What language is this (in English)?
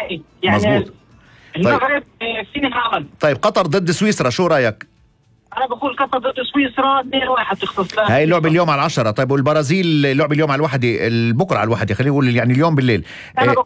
North Levantine Arabic